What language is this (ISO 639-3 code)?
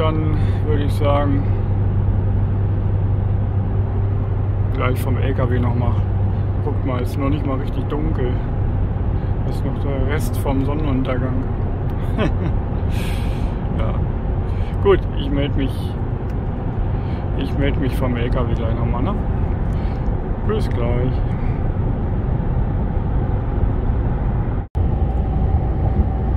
deu